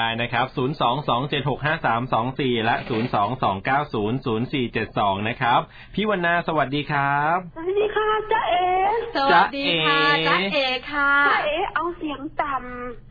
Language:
Thai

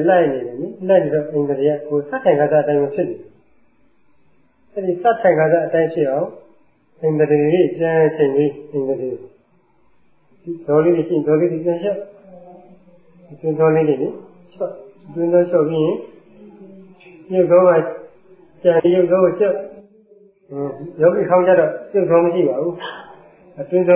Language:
Burmese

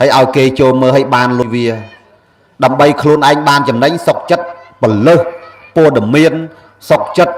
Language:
Khmer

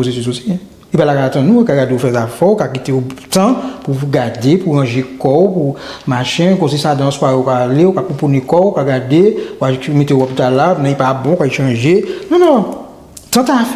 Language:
Guadeloupean Creole French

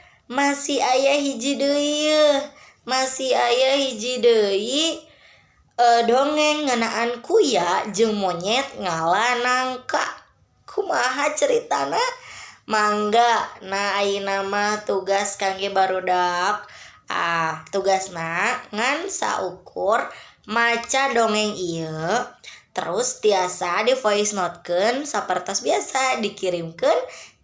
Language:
Sundanese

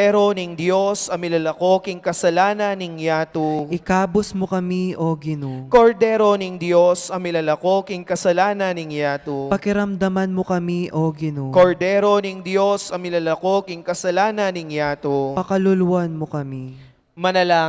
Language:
Pampanga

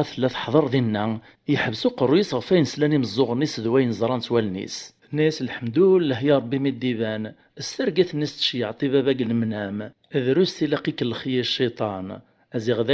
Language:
Kabyle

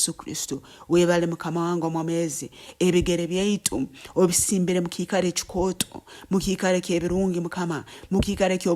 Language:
Nyoro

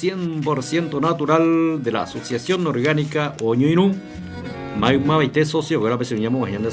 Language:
Guarani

